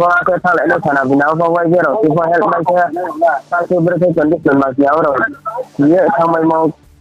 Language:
Riang (India)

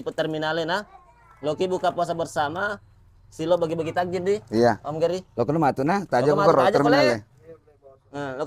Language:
Buginese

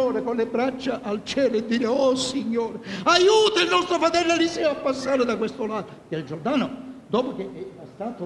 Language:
Italian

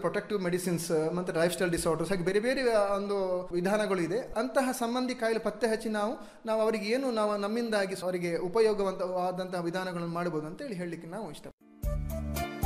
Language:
Kannada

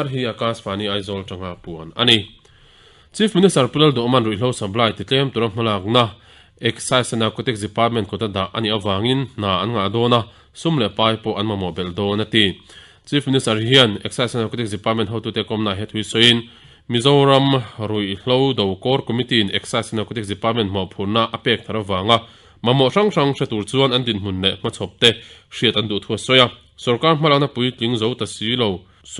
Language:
Mizo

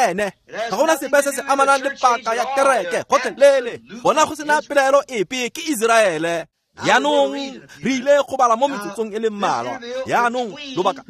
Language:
Tswana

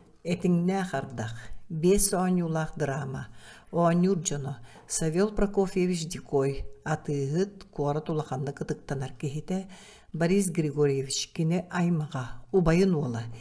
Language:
Yakut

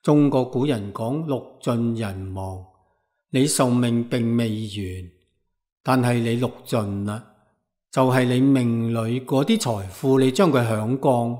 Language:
Cantonese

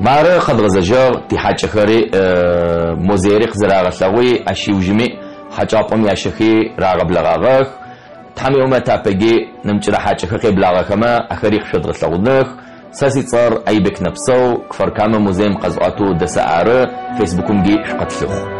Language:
Adyghe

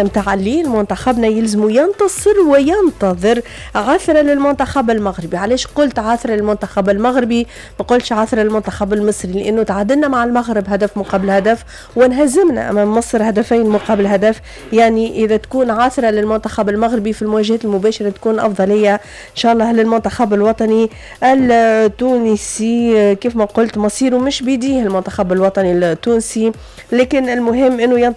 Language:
Tunisian Arabic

